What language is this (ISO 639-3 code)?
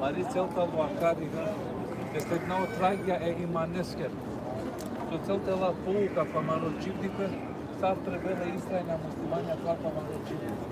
rmn